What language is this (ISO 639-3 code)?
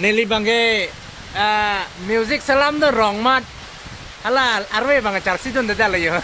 mjw